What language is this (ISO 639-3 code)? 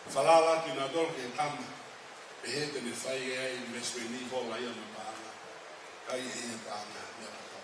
ton